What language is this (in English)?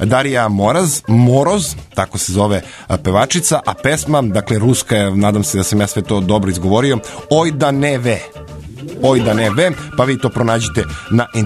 Serbian